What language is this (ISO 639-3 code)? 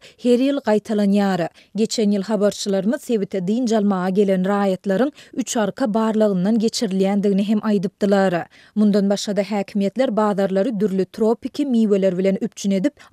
tuk